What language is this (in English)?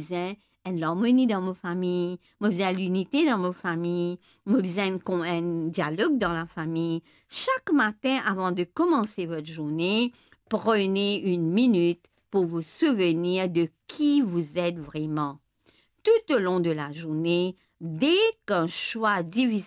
Morisyen